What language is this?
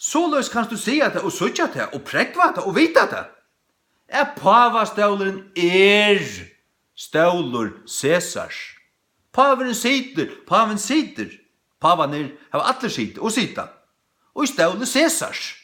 Faroese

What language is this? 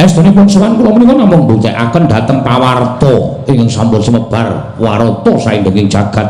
Javanese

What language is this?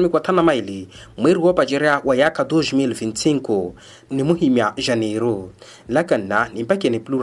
Makhuwa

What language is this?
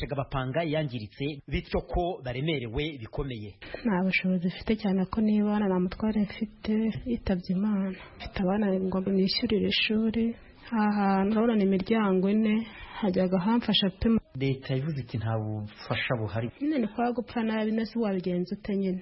Kinyarwanda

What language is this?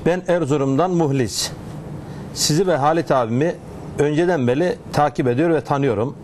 Turkish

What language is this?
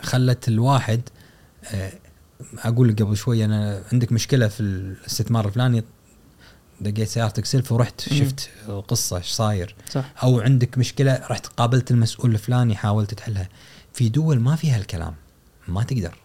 Gulf Arabic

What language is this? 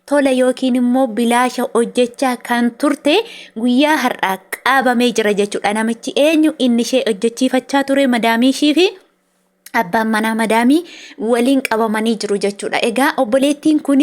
Oromo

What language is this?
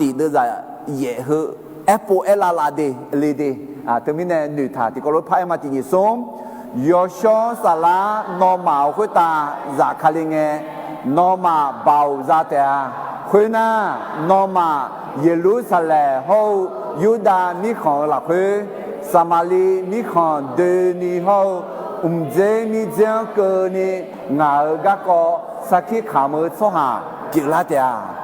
Akha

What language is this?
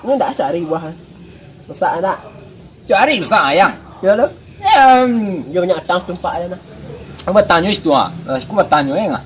Minangkabau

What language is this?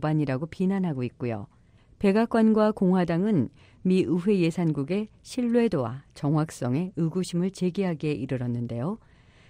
Korean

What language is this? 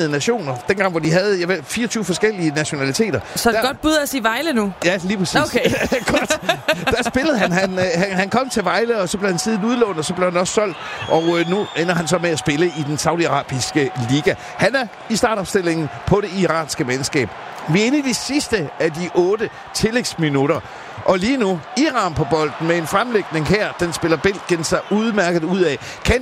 Danish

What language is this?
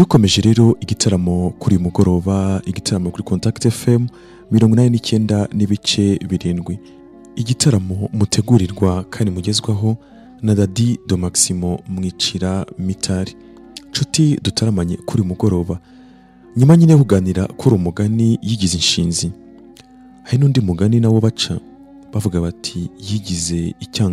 Kinyarwanda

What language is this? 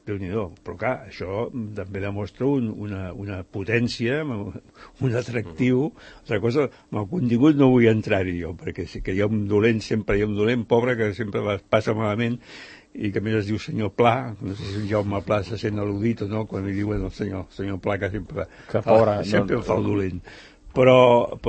Catalan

